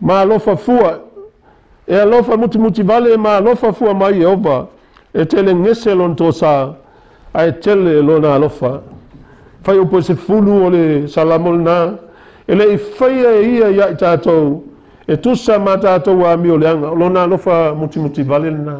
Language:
Samoan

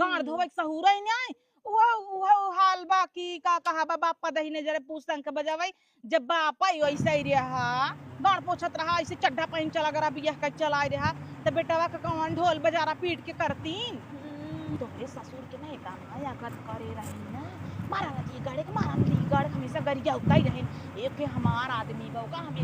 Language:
Awadhi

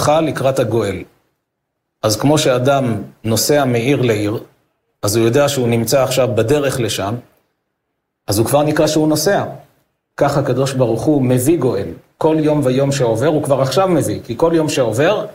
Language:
Hebrew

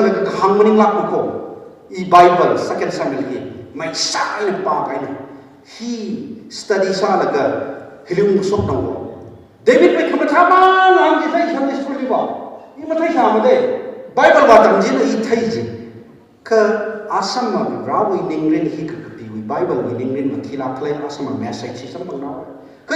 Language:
Tangkhul Naga (India)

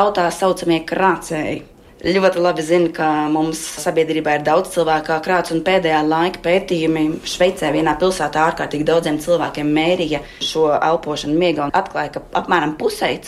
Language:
Latvian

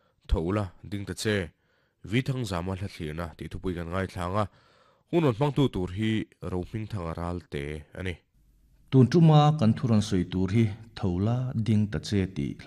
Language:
Mizo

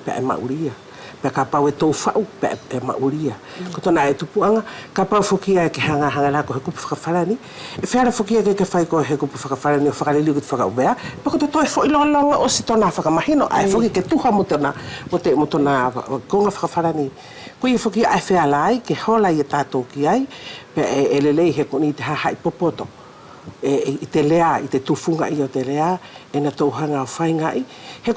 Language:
Wallisian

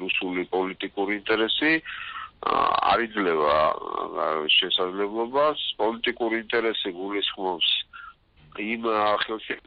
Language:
Georgian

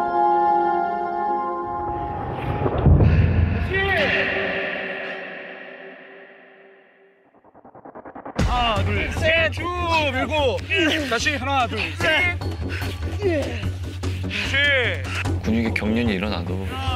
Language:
Korean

